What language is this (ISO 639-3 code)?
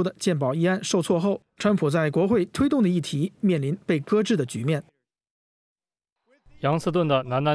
zho